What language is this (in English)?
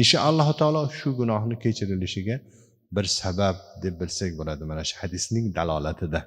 Uzbek